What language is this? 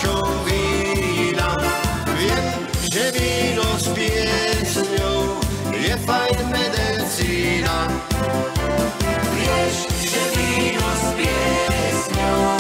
Slovak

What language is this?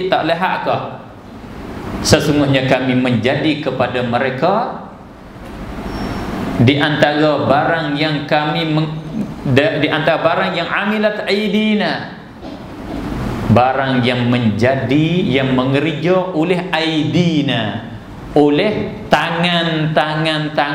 Malay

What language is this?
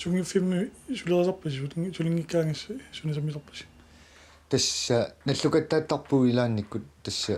Kalaallisut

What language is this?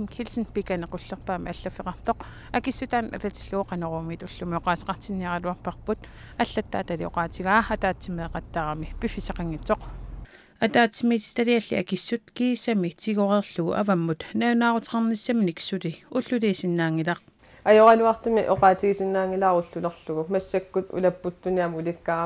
Kalaallisut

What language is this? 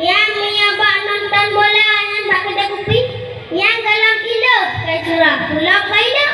Achinese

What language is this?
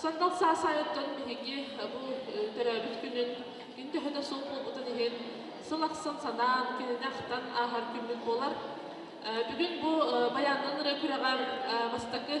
Yakut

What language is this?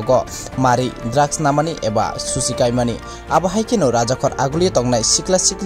Kok Borok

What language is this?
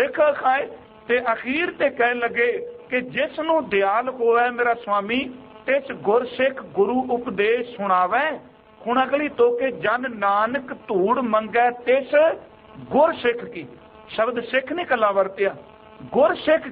Punjabi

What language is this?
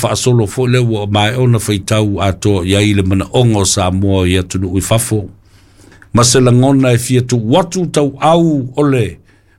Samoan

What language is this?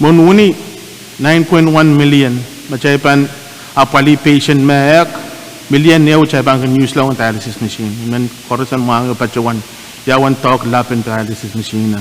Pohnpeian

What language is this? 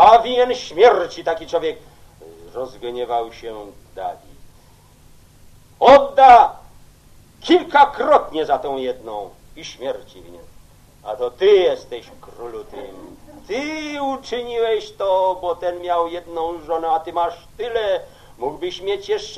Polish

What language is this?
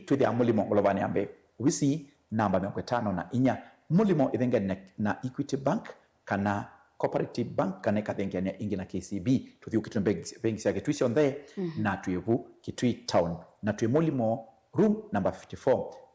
Kamba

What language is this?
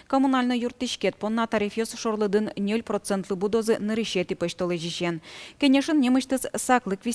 Udmurt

